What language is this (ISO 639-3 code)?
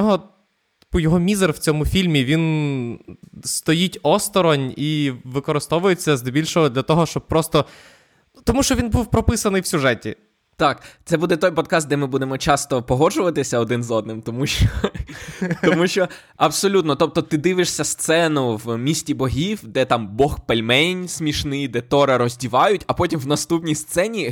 ukr